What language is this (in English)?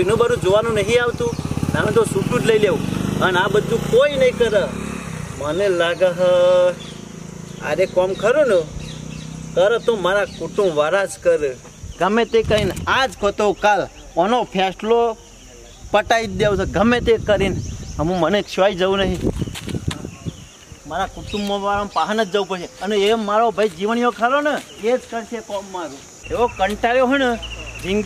Gujarati